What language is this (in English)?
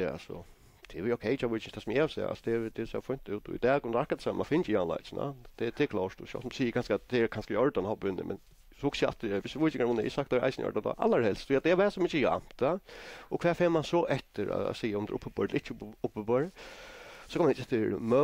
Faroese